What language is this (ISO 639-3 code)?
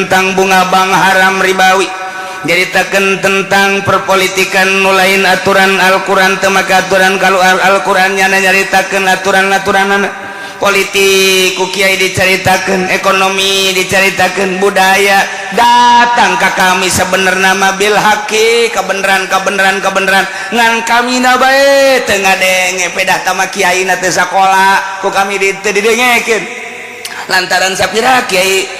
sun